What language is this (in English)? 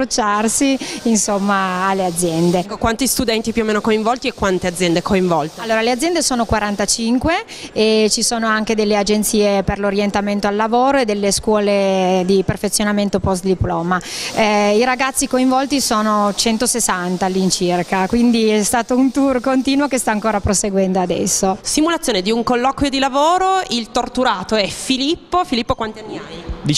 Italian